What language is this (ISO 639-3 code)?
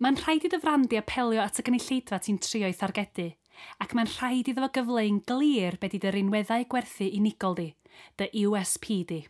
cym